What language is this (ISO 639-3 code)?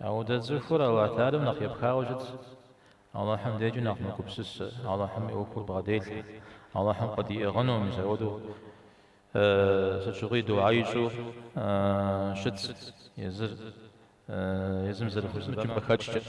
kbd